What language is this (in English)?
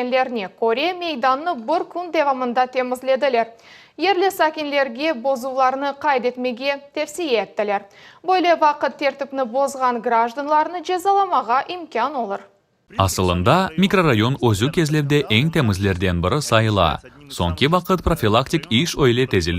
Crimean Tatar